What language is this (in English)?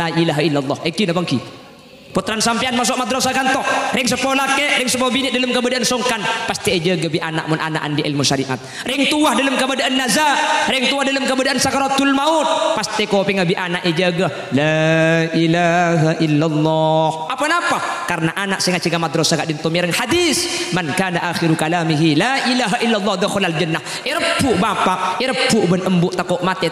Madurese